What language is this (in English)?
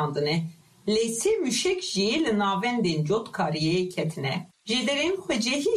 Kurdish